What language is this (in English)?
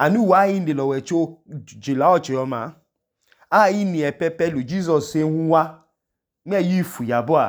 Idoma